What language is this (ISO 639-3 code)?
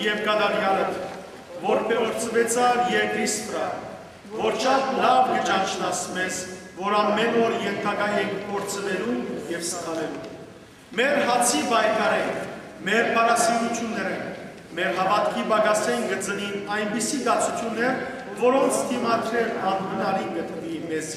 hyw